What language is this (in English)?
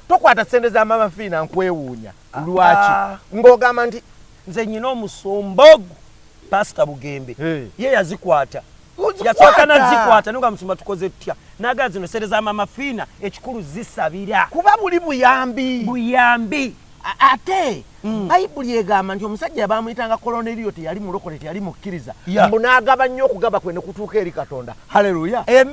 Ganda